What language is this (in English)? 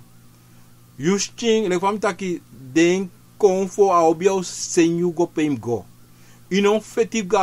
Sranan Tongo